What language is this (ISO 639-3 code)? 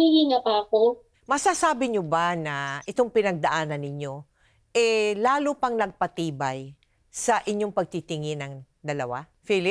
fil